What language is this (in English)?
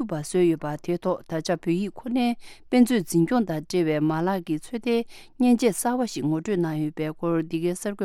Tibetan